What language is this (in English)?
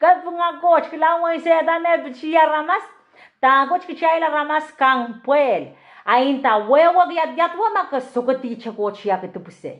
Pohnpeian